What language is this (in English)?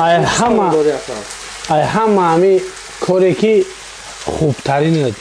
Tajik